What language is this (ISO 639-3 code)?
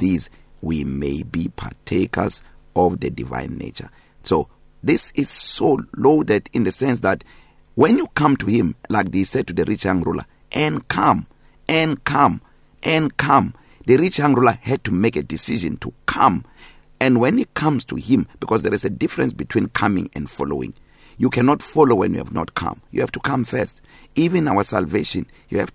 eng